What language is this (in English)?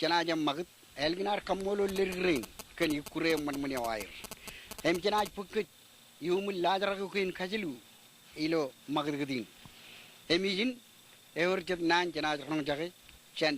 Marshallese